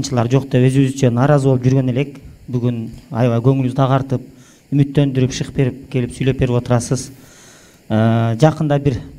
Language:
Kyrgyz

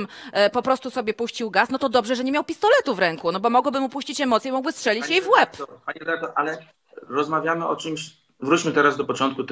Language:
Polish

